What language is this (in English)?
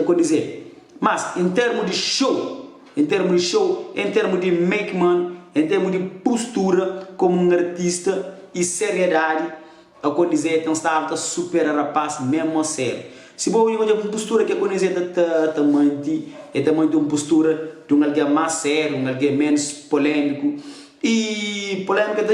Kabuverdianu